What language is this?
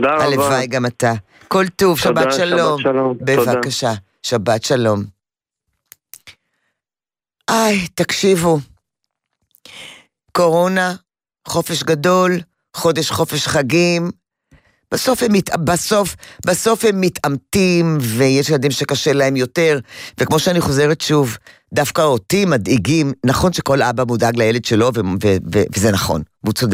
Hebrew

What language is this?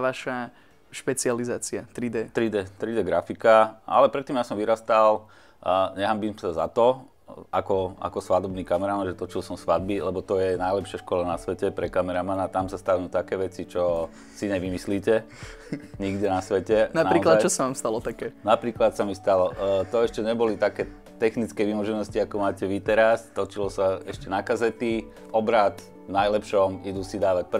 Slovak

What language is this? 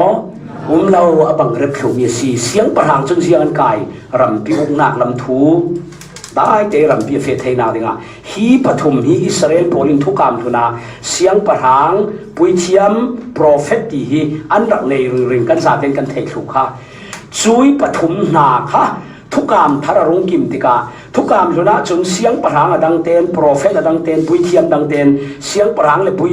Falam Chin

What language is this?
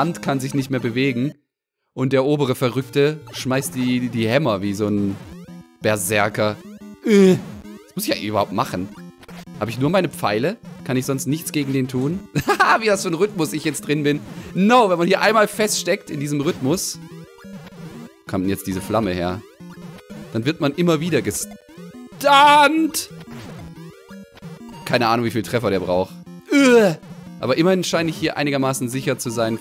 German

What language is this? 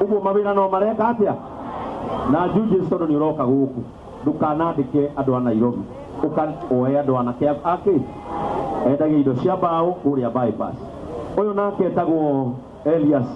Kikuyu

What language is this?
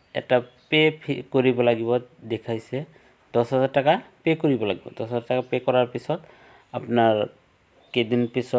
Assamese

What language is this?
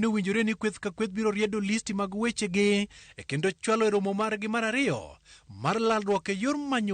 Luo (Kenya and Tanzania)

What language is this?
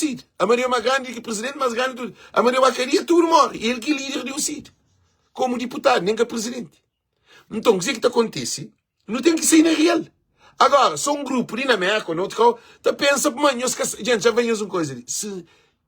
Kabuverdianu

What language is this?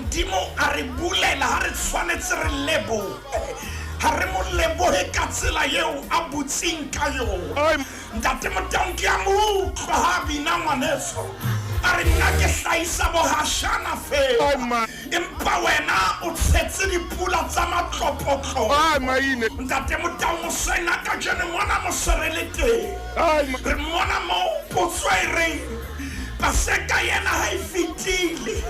Southern Sotho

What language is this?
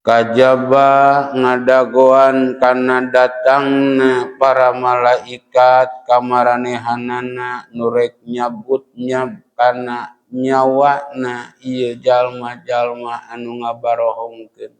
Sundanese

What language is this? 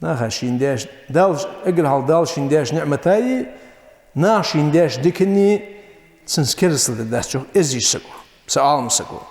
Ingush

